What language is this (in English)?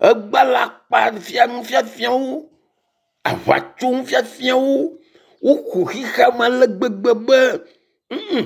Ewe